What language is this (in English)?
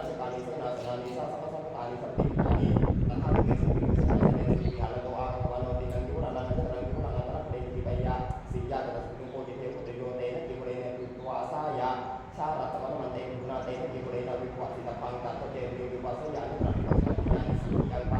Pali